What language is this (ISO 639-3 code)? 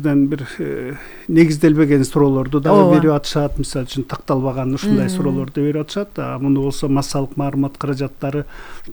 kir